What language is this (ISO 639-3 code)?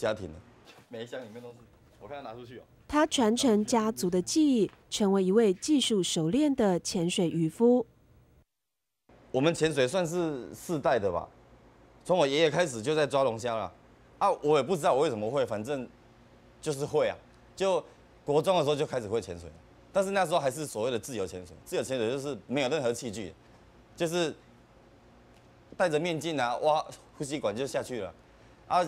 zho